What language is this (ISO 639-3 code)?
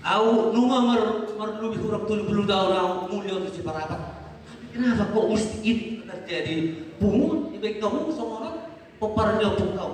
bbc